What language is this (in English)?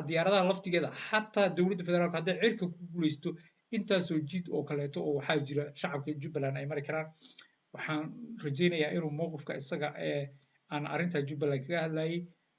Somali